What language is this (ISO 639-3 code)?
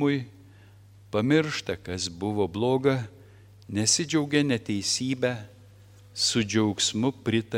lit